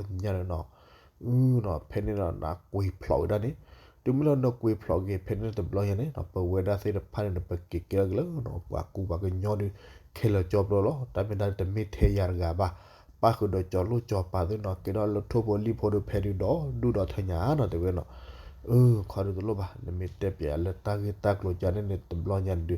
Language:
S'gaw Karen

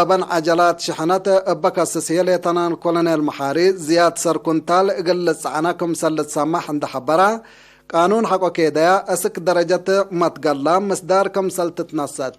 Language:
Tigre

